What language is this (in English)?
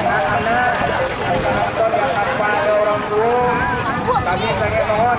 Minangkabau